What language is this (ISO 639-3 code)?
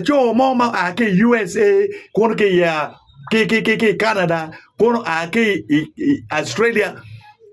ach